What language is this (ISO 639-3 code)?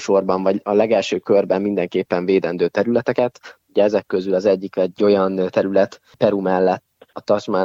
hun